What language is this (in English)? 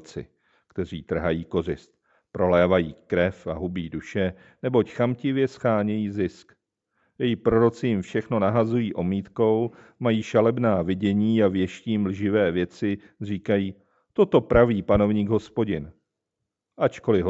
Czech